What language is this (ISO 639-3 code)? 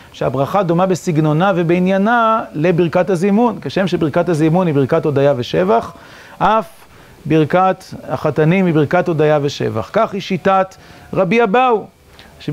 heb